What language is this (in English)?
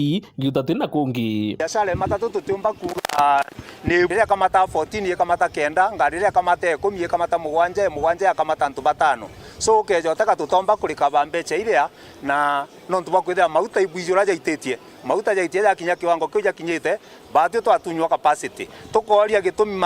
Meru